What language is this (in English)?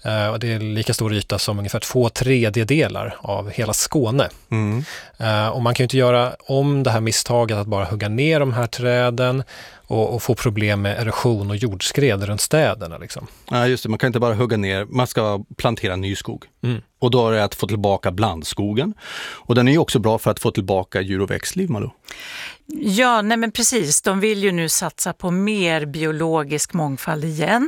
Swedish